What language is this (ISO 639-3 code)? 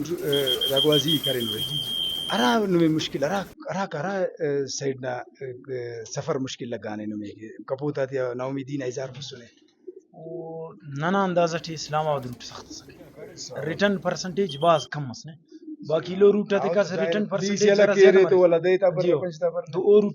brh